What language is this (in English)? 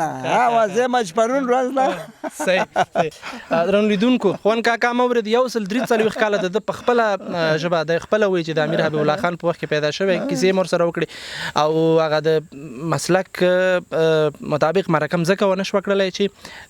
Pashto